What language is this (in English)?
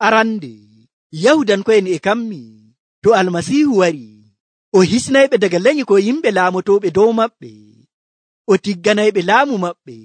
Nigerian Fulfulde